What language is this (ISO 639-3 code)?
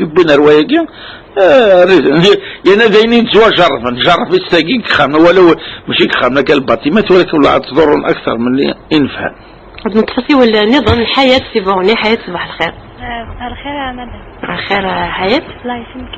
kab